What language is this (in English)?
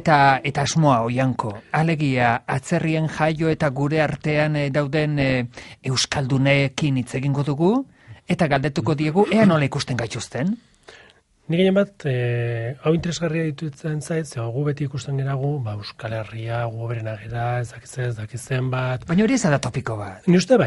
Basque